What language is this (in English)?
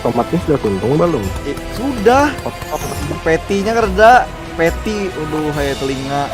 Banjar